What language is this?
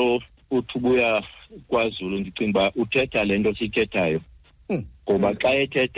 Xhosa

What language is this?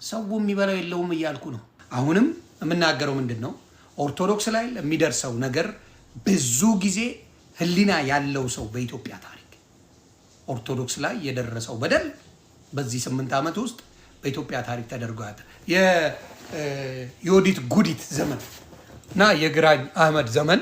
Amharic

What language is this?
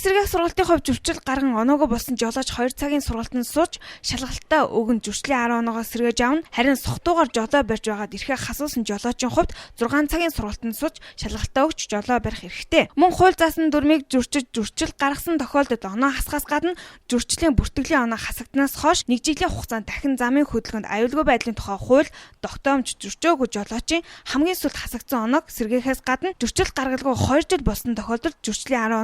Mongolian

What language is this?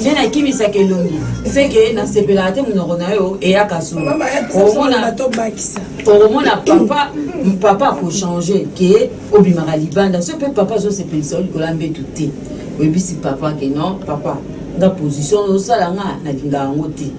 Lingala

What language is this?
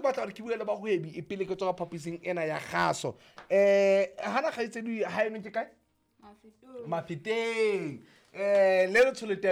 Southern Sotho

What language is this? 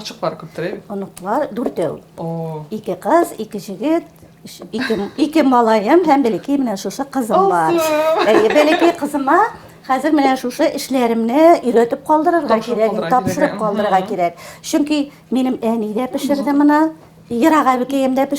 Tatar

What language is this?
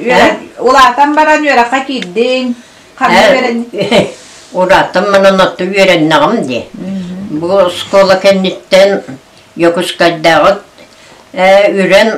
Yakut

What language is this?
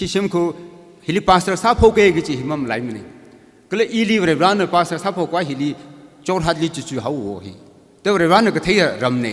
Tangkhul Naga (India)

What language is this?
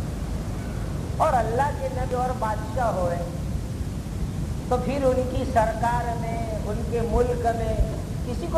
Urdu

